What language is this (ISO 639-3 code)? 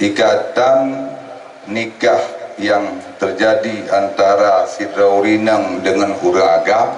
ace